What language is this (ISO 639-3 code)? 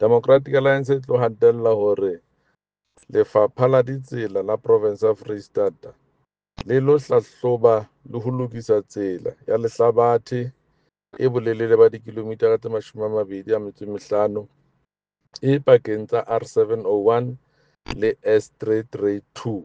sot